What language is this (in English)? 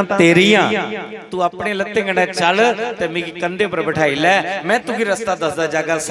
Dogri